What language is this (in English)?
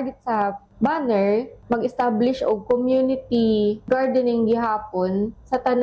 Cebuano